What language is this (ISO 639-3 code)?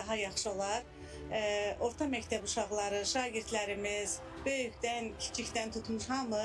aze